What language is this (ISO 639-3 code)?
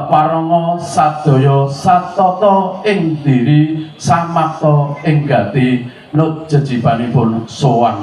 jav